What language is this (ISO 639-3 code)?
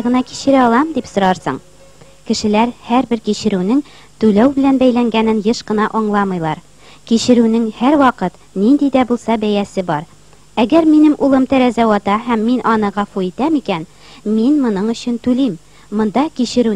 tat